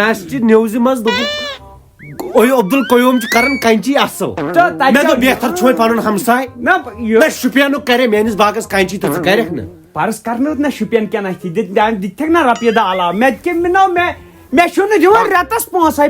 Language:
Kashmiri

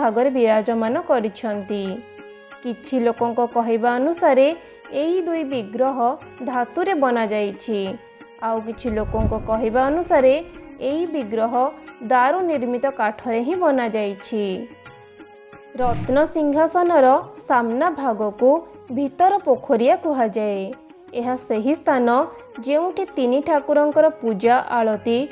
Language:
Odia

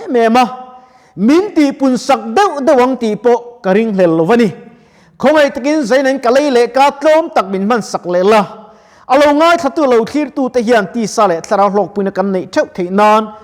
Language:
Mizo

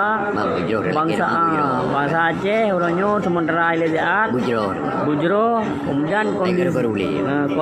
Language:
Achinese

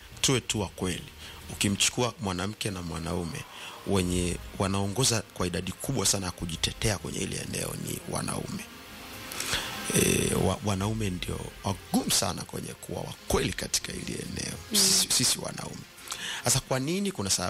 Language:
Swahili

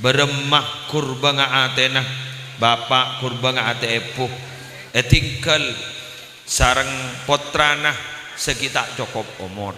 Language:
Madurese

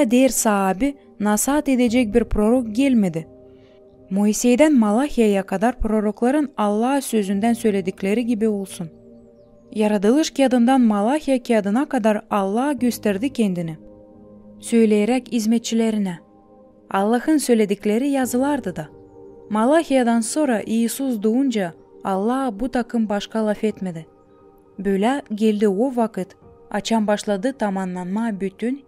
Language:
Gagauz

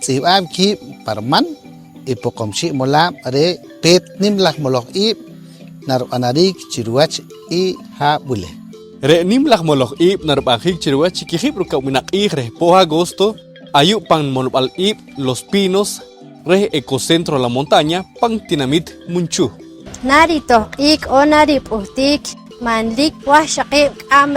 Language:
Poqomchi'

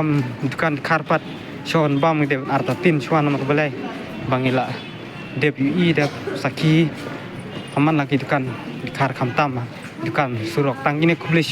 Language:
Khasi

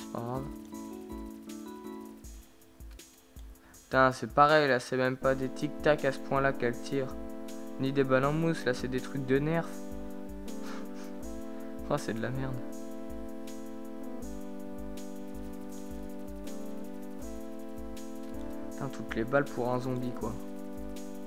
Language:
French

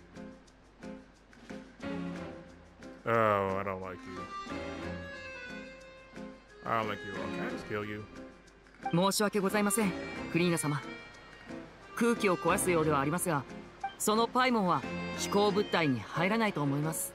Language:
Japanese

